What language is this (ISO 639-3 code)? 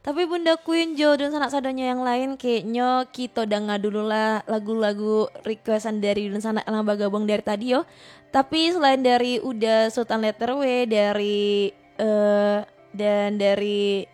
min